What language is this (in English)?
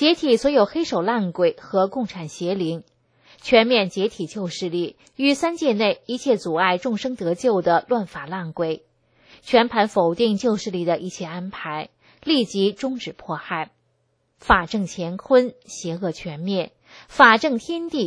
Chinese